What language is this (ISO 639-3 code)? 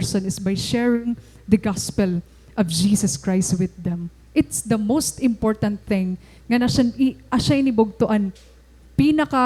war